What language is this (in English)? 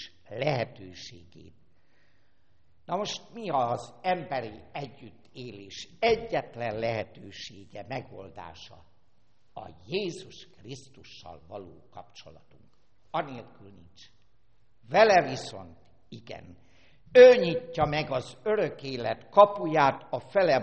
Hungarian